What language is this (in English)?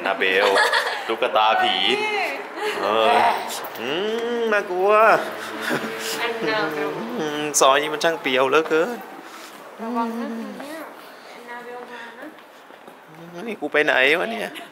Thai